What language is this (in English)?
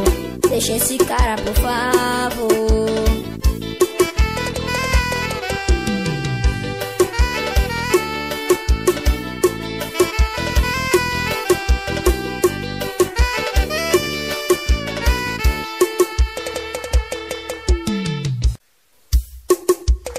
Portuguese